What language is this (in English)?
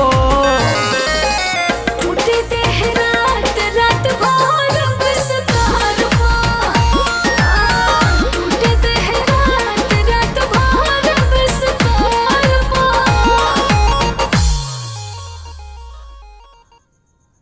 Bhojpuri